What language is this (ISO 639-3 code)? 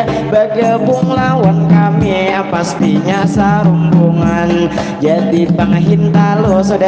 bjn